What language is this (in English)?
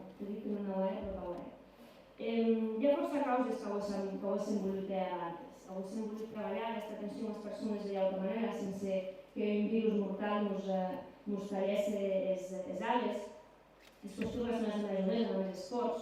Occitan